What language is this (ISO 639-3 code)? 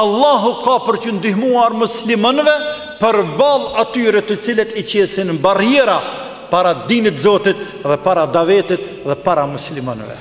sqi